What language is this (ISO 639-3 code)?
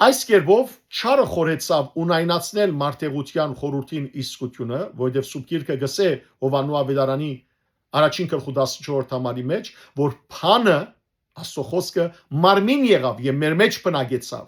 hyw